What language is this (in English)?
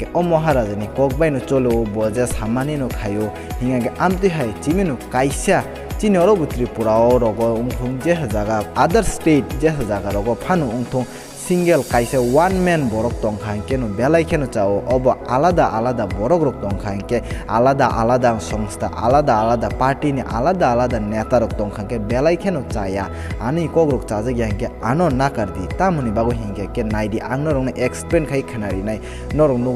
Kok Borok